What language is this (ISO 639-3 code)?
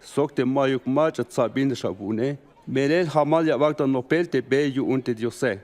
tzh